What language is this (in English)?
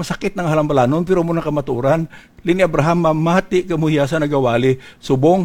Hiligaynon